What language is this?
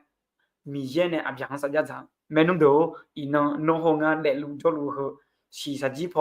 Akha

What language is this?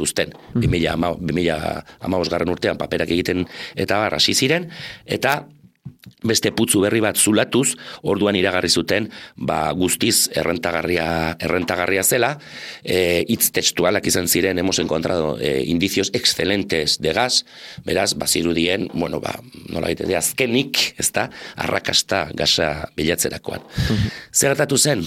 Basque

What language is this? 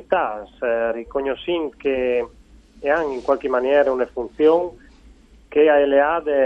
Friulian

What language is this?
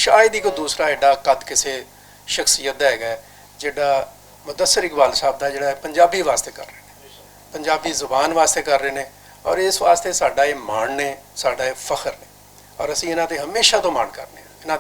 Western Panjabi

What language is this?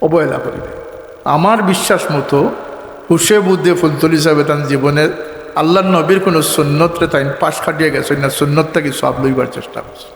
Sylheti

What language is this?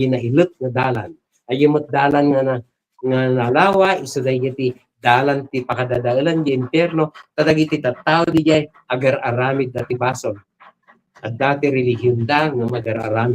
Iloko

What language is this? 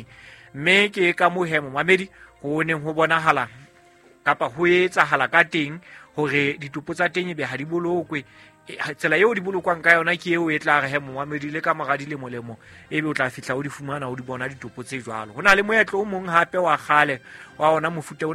Southern Sotho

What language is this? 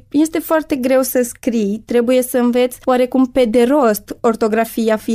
Romanian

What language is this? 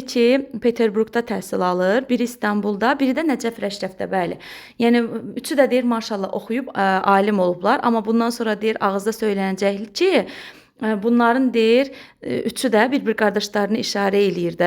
Azerbaijani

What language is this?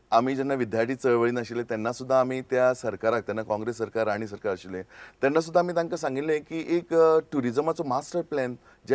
Konkani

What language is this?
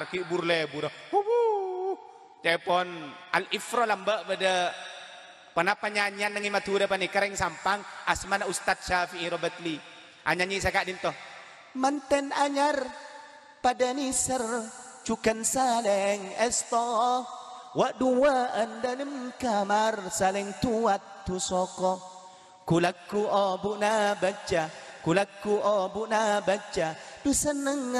Madurese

